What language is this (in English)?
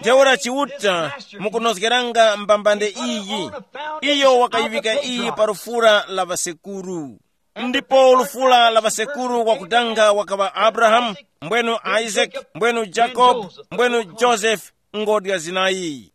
Tumbuka